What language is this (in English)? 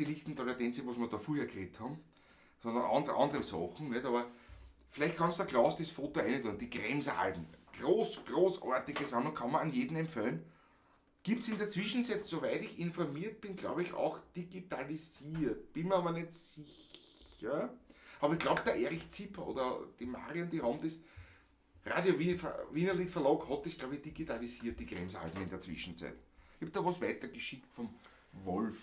Bavarian